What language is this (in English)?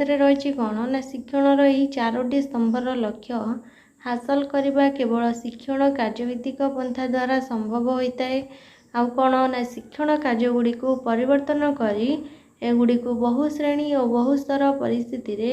Odia